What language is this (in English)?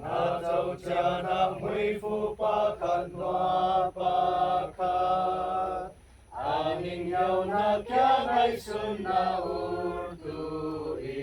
Falam Chin